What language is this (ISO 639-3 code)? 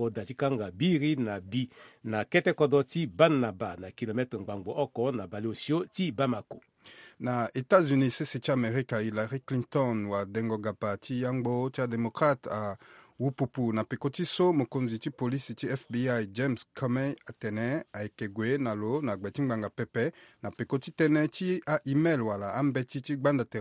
sag